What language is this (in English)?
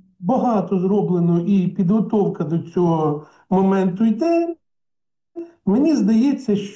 Ukrainian